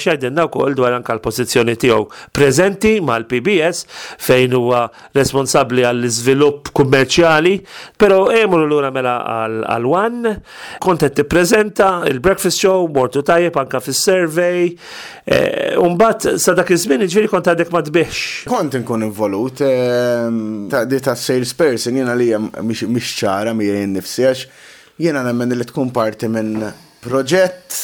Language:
Maltese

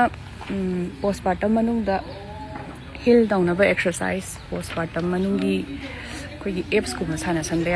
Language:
Manipuri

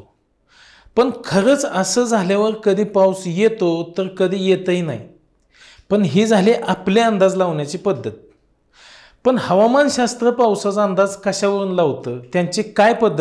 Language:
Marathi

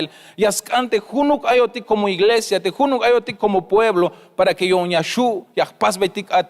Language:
Tzeltal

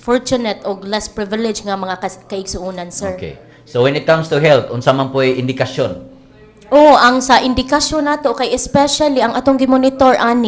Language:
Cebuano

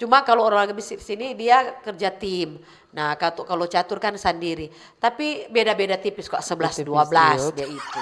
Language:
Manado Malay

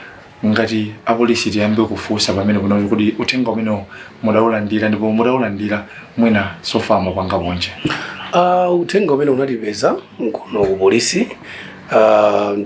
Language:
Nyanja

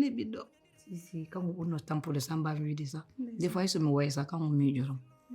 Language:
Fula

